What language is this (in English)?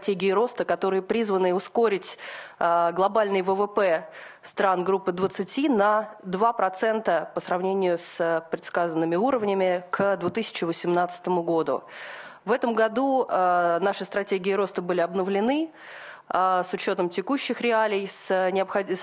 Russian